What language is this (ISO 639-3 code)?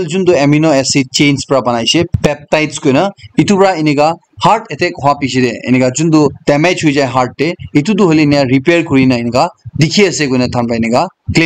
nag